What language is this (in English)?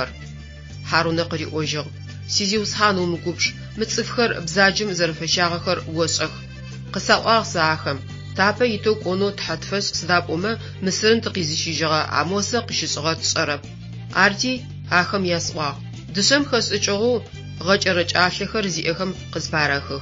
Adyghe